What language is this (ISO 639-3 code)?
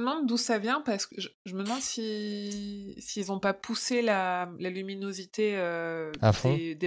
fra